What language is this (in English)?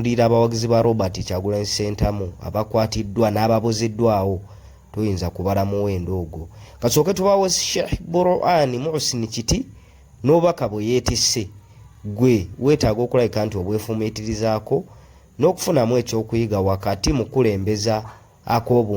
Ganda